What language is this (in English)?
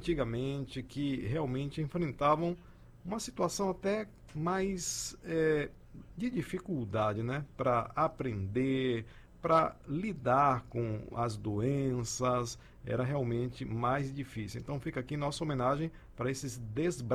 Portuguese